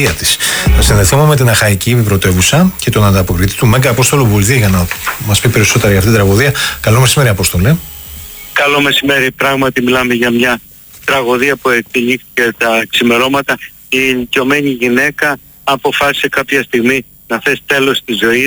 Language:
Greek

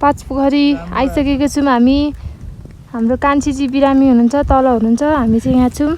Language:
Nepali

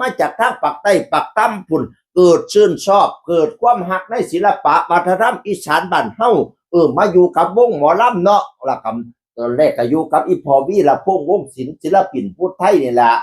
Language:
Northeastern Thai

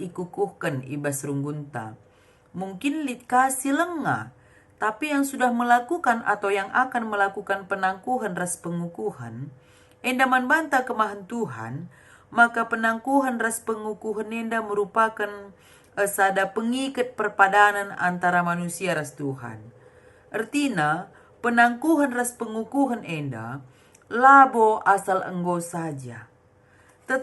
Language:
Batak Karo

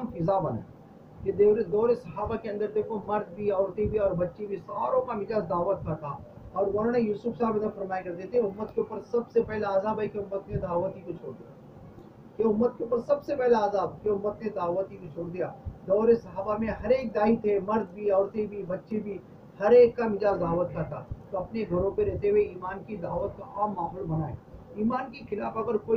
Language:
Urdu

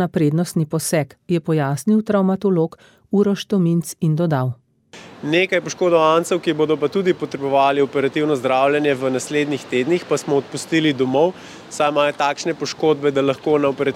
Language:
Slovenian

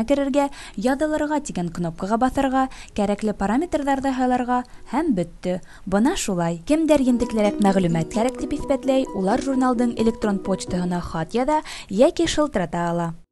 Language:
Bashkir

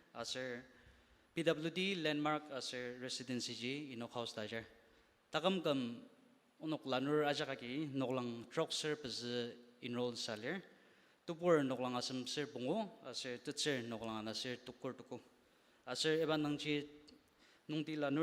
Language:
Ao Naga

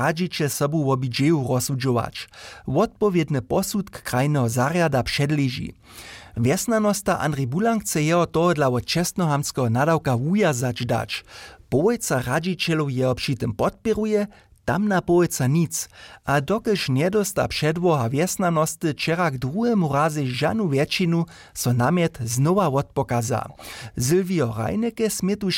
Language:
Upper Sorbian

